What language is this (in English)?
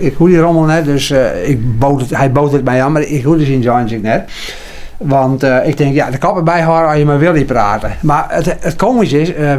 Western Frisian